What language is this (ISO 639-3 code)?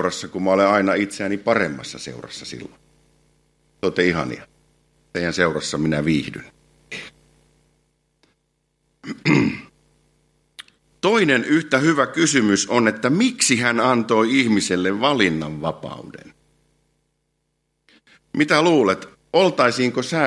fin